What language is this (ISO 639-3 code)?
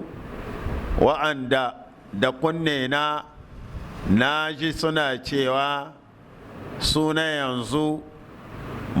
hau